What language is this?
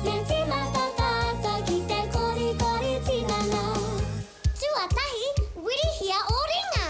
Māori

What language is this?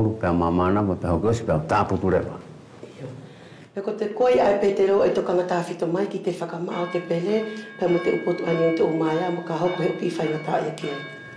Wallisian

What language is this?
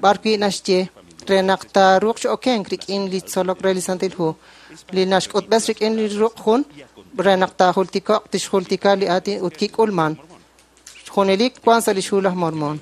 Kekchí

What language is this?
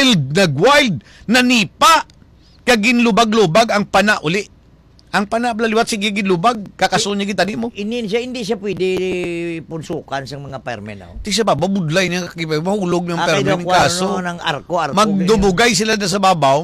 Hiligaynon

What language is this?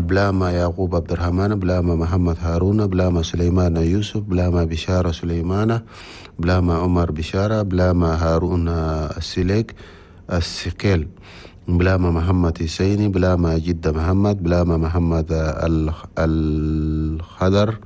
Chadian Arabic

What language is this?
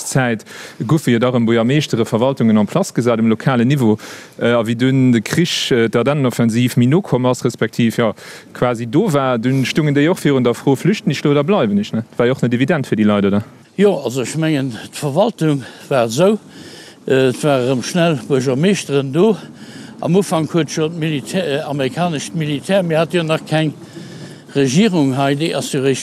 Luxembourgish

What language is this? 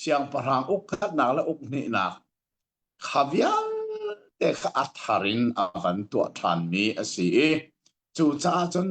Hakha Chin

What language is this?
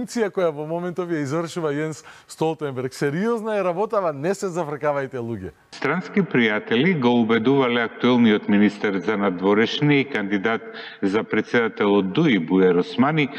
Macedonian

